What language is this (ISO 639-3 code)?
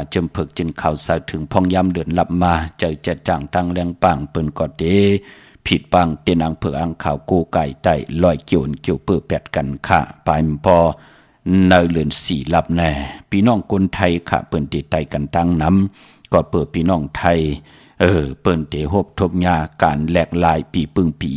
shn